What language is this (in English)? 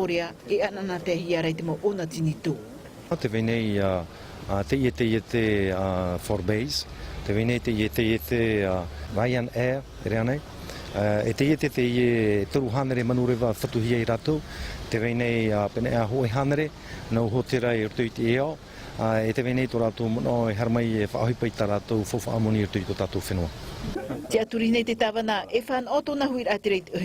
Tahitian